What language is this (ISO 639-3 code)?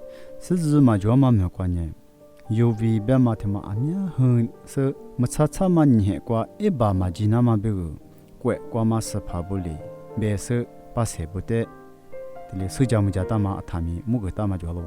lis